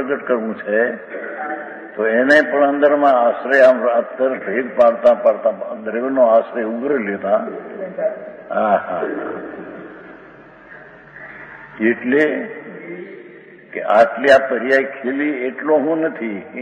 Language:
Gujarati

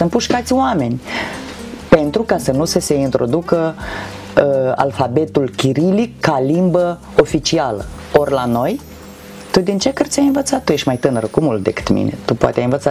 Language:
Romanian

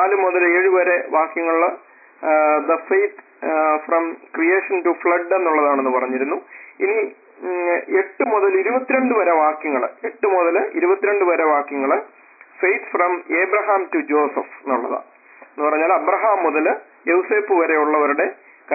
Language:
Malayalam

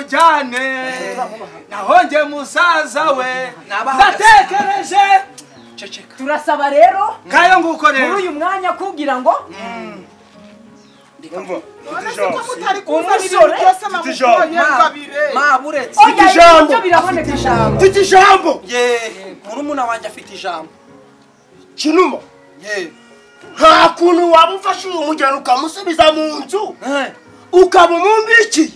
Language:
Kinyarwanda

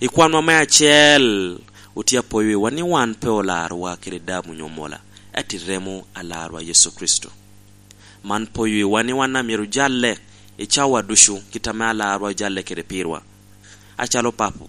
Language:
Lango (Uganda)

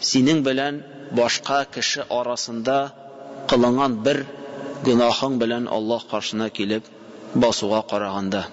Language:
Tatar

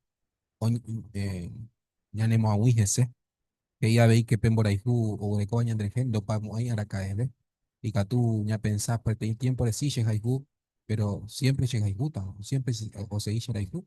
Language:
Guarani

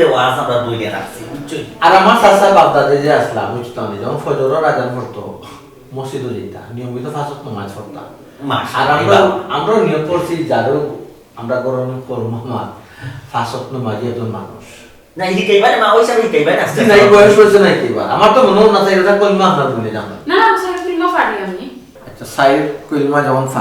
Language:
Sylheti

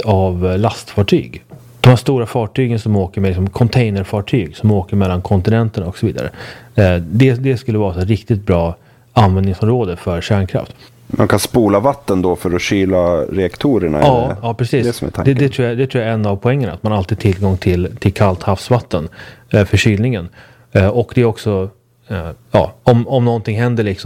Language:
Swedish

